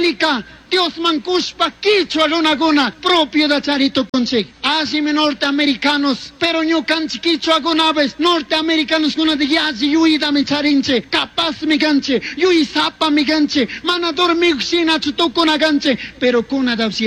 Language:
Chimborazo Highland Quichua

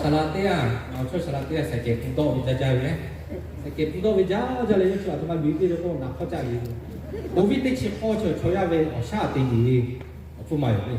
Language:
Lahu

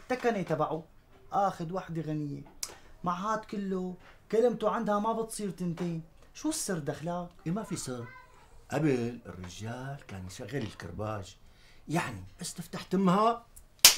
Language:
North Levantine Arabic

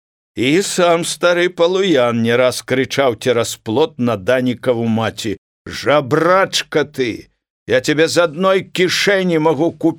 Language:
Belarusian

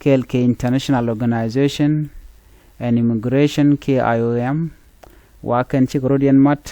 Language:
Nuer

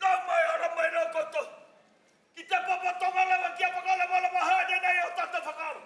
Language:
Māori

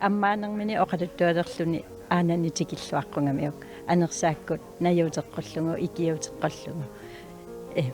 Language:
Kalaallisut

